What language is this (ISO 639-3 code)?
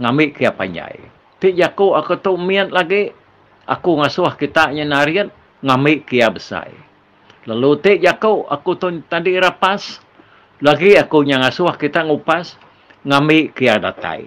iba